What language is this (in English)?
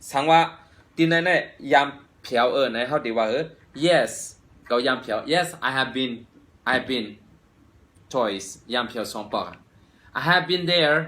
Shan